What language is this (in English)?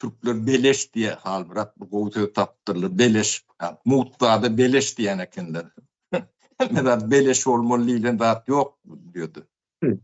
Turkmen